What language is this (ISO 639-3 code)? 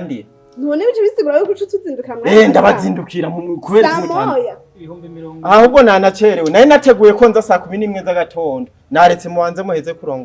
run